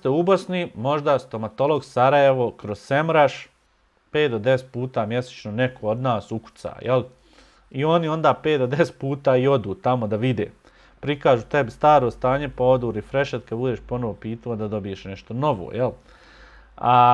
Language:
Bosnian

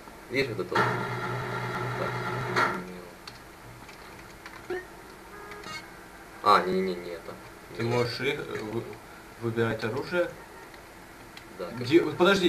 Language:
Russian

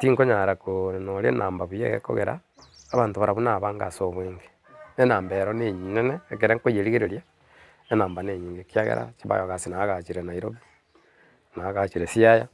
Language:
Gusii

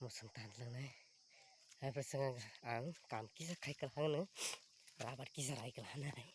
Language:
Kok Borok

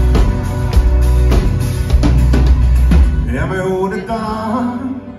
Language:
Finnish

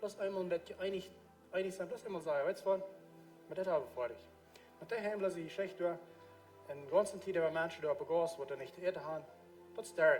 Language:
Plautdietsch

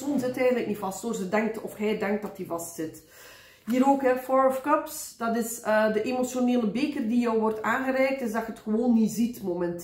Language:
Dutch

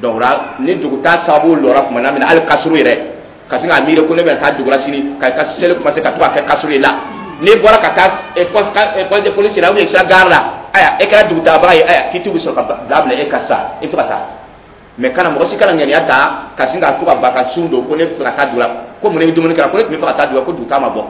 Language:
Dyula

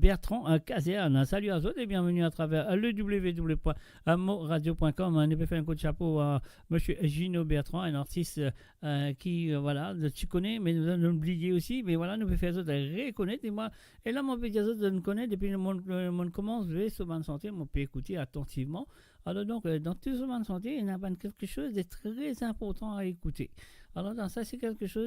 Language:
Morisyen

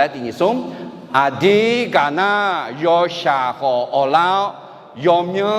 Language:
Akha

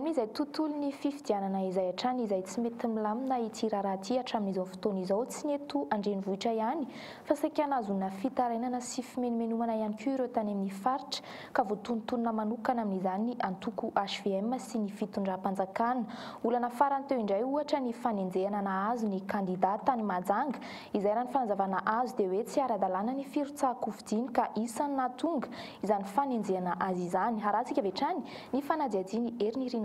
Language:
Malagasy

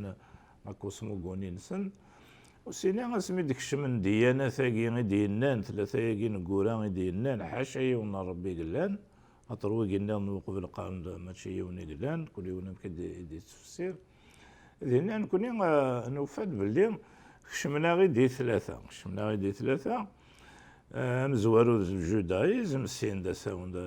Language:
Kabyle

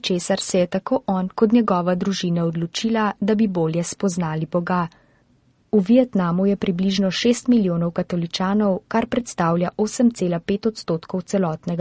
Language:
Slovenian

